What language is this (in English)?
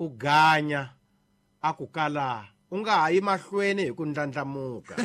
Tsonga